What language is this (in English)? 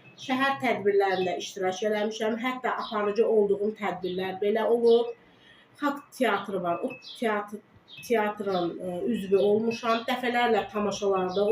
Azerbaijani